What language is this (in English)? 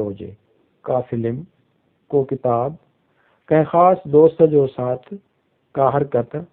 Sindhi